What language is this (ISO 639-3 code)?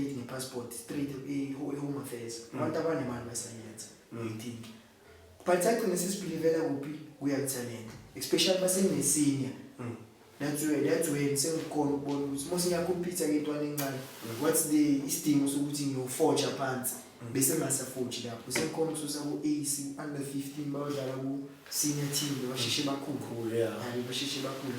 zul